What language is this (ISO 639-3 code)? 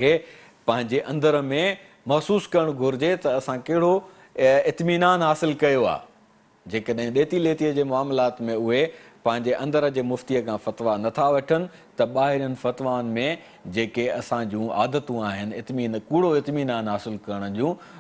snd